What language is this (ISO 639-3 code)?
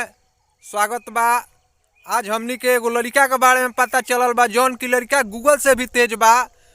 bho